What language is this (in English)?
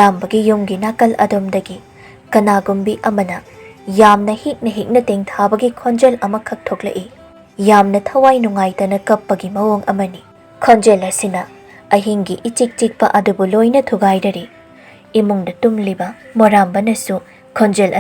Manipuri